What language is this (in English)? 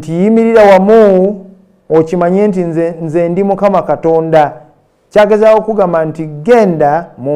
Ganda